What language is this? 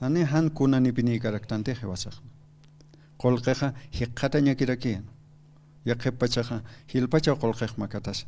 Aymara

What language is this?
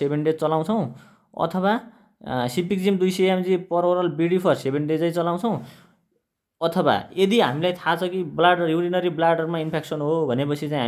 Nepali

